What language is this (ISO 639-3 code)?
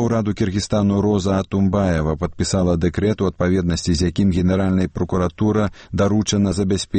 bel